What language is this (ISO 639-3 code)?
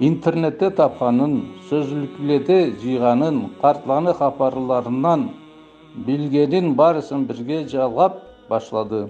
krc